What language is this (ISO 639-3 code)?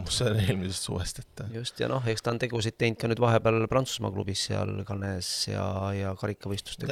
est